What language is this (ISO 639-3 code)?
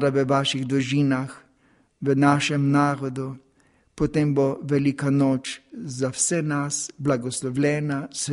slv